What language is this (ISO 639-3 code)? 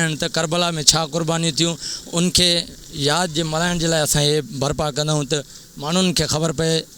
snd